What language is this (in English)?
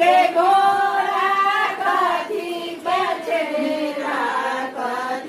Maithili